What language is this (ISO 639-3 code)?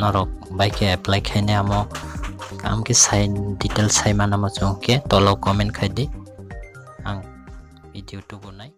trp